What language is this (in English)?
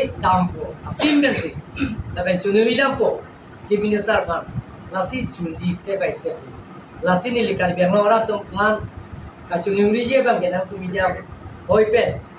Karbi